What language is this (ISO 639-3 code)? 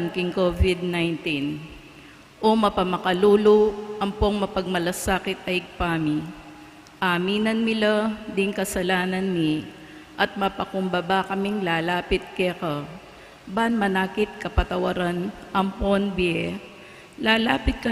pam